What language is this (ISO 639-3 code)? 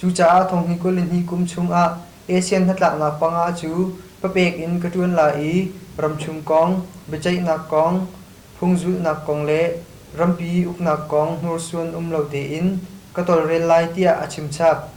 cnh